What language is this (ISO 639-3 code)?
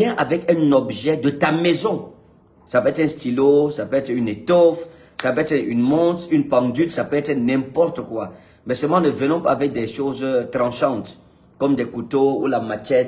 fra